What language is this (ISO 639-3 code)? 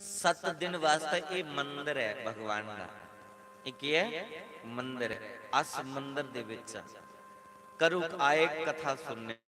doi